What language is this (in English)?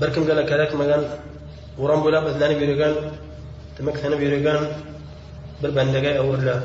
Bashkir